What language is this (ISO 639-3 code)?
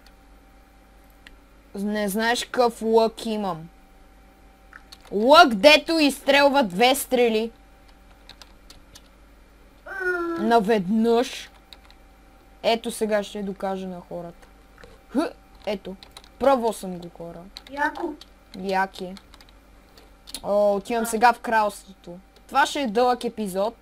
bul